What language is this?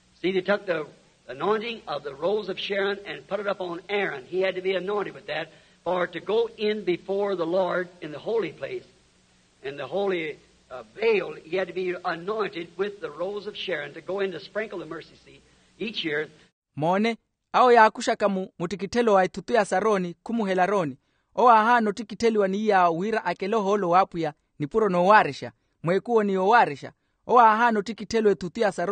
Makhuwa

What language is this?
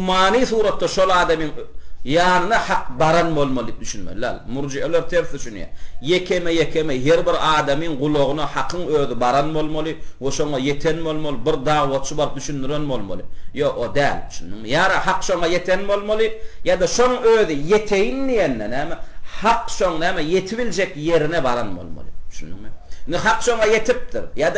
Turkmen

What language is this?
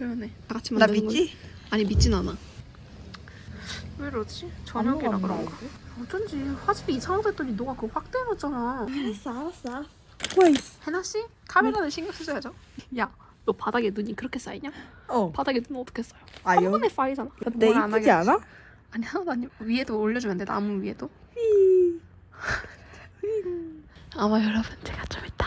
Korean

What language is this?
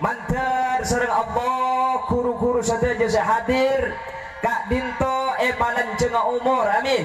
Madurese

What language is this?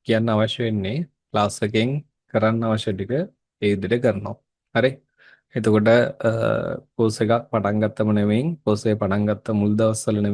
Sinhala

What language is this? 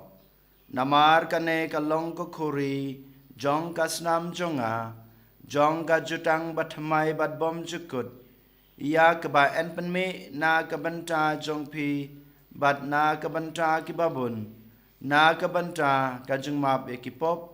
Khasi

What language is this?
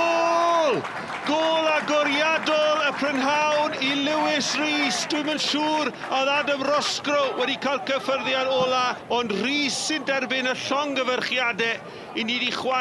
Welsh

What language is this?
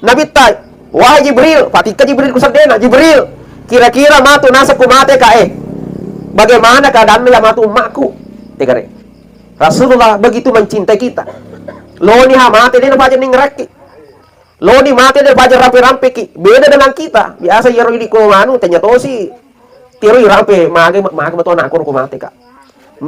Buginese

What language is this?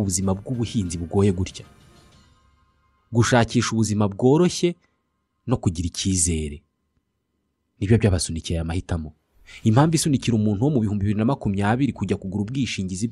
Kinyarwanda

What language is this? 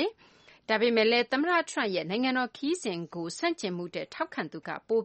Burmese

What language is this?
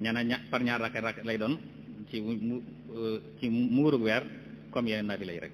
Wolof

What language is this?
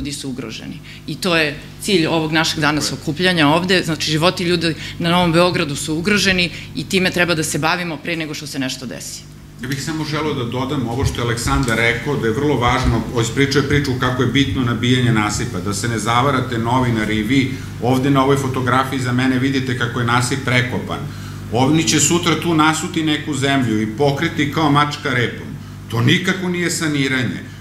Serbian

